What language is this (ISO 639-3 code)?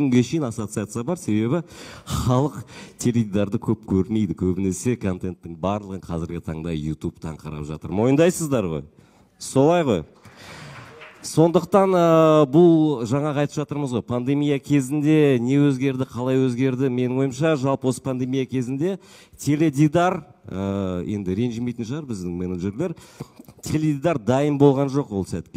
kaz